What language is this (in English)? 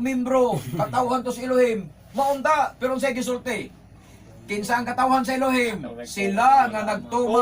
Cebuano